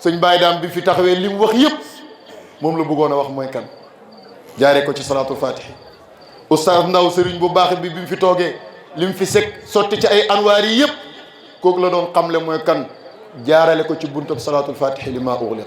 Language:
Wolof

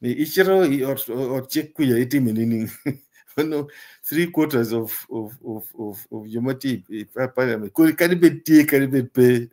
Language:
Acoli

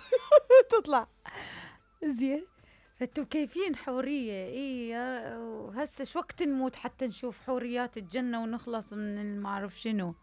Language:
Mesopotamian Arabic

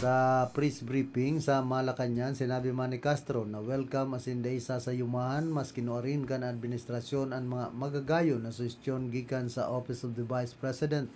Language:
Bikol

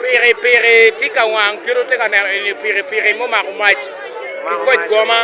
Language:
Acoli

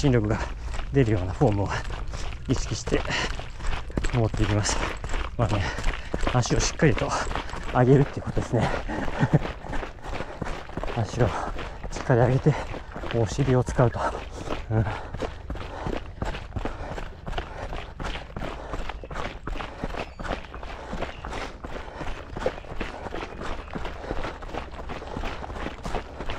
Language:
Japanese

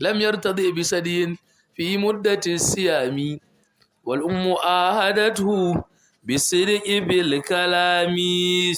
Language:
Hausa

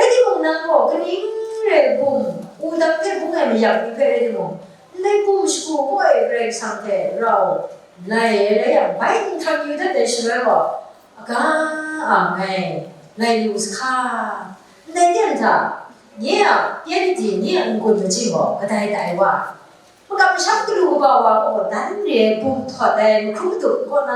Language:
Kachin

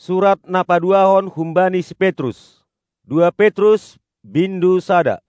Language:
Batak Simalungun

